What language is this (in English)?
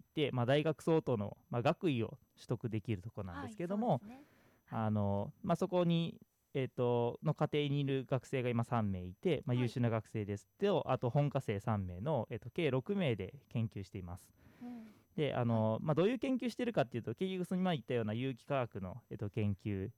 Japanese